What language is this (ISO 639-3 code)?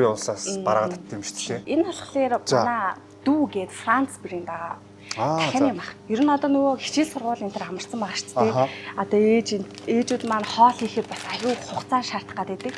mon